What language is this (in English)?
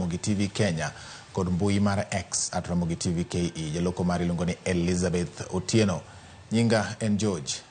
Luo (Kenya and Tanzania)